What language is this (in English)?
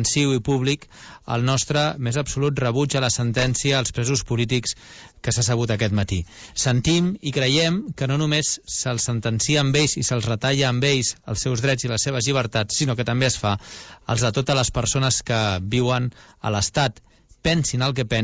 Catalan